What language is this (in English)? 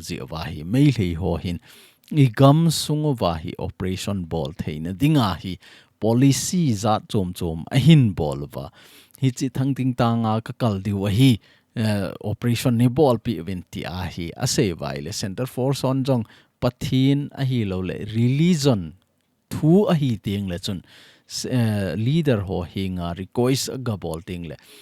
Thado Chin